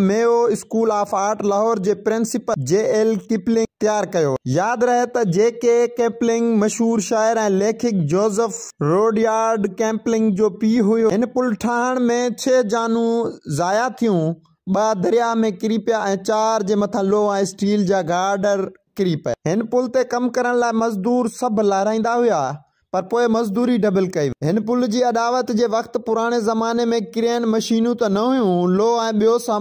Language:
Sindhi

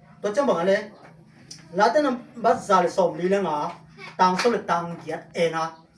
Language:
Tedim Chin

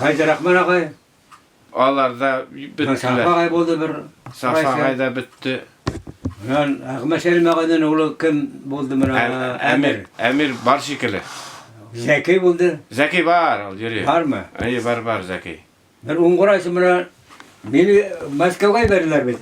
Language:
Bashkir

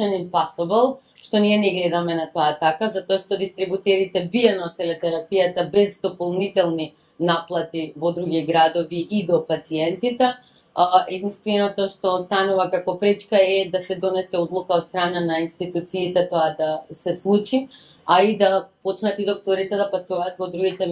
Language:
Macedonian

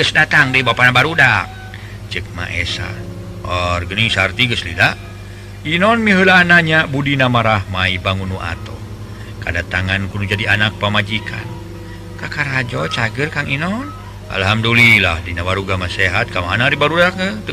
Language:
Sundanese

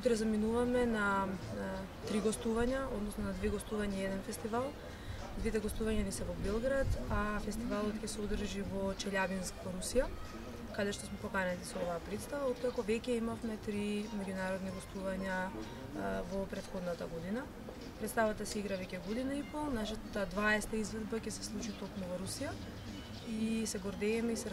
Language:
Macedonian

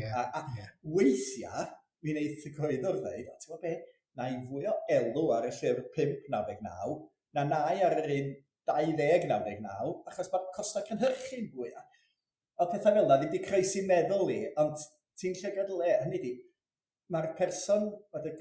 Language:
Welsh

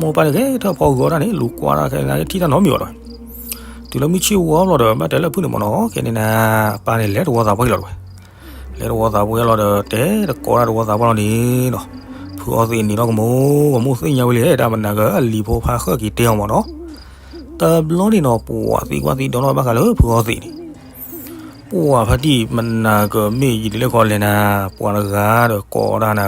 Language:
S'gaw Karen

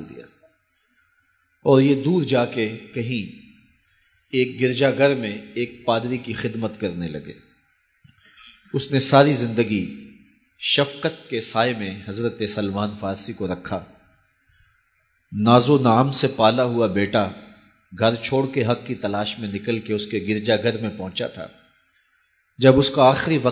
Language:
Urdu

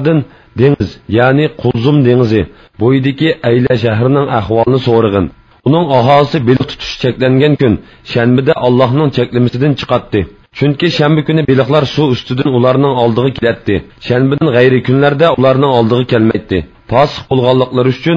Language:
Uyghur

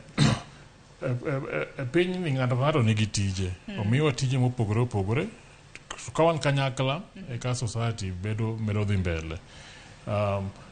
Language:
Luo (Kenya and Tanzania)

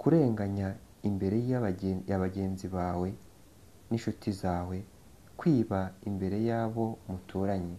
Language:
Kinyarwanda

